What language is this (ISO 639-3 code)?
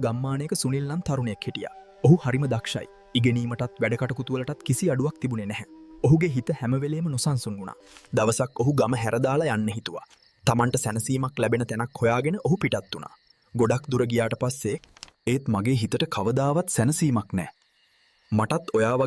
sin